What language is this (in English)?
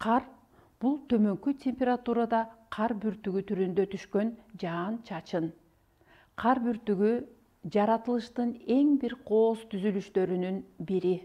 Kyrgyz